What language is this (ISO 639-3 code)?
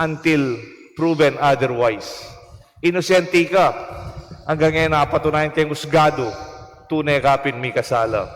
pam